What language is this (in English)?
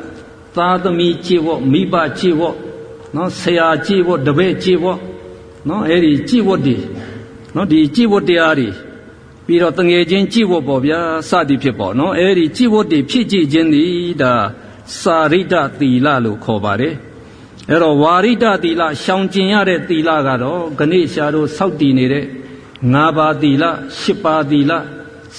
Burmese